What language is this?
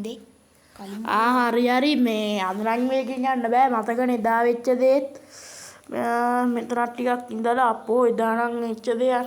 Sinhala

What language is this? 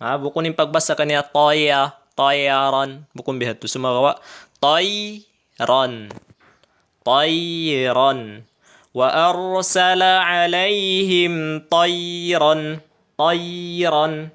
Tausug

